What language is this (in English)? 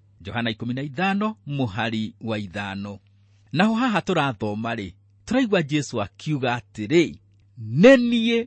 Kikuyu